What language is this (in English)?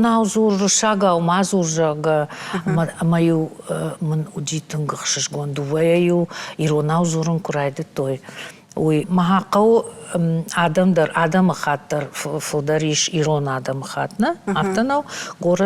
Ossetic